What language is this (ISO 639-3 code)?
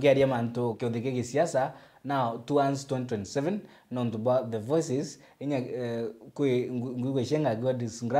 mer